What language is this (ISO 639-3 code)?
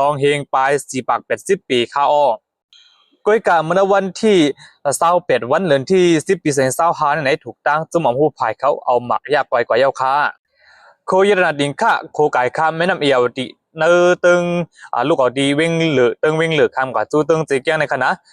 shn